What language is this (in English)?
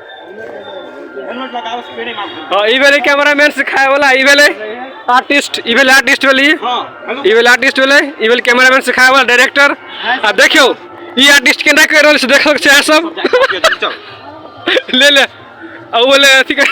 Maithili